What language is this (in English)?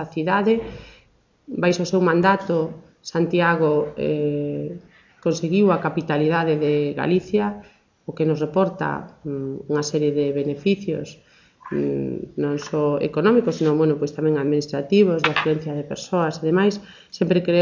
Galician